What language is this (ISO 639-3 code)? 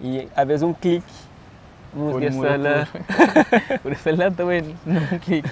kea